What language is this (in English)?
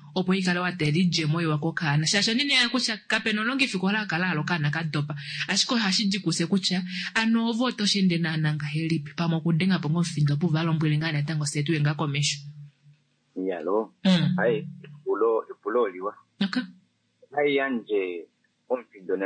Kuanyama